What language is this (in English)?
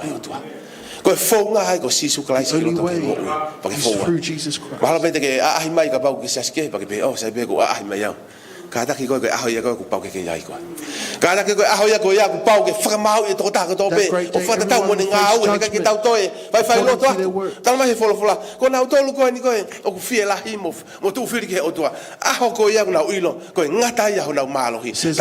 Tongan